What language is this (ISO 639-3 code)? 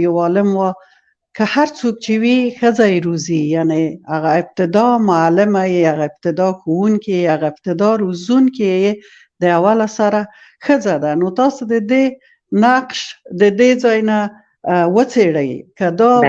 pus